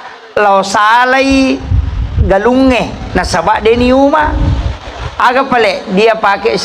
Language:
Buginese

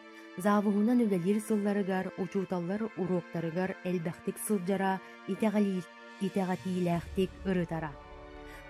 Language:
Yakut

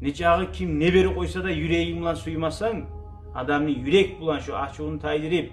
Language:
Kumyk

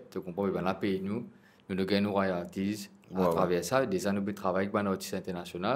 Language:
Morisyen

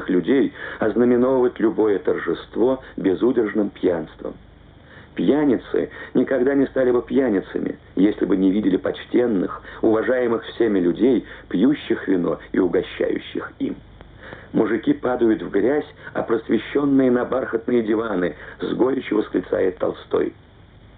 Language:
Russian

